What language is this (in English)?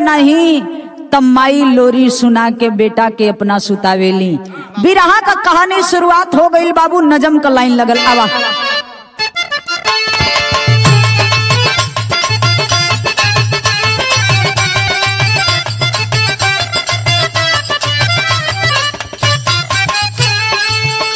Bhojpuri